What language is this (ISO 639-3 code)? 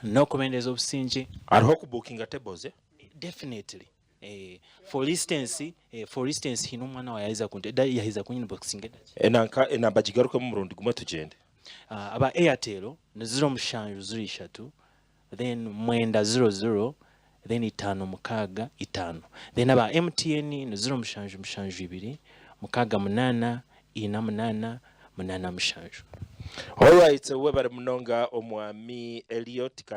nyn